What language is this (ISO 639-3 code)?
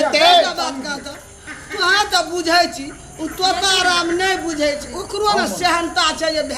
mai